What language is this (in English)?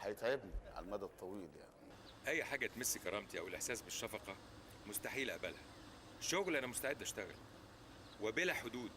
Egyptian Arabic